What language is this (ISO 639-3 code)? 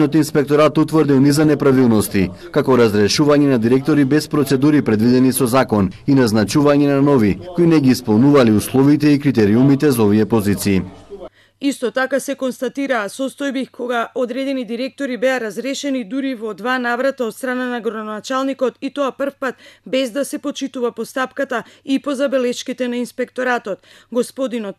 mkd